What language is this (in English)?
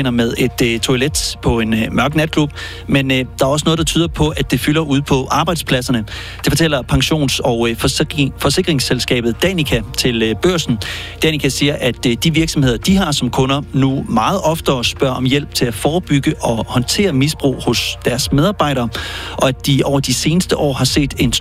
Danish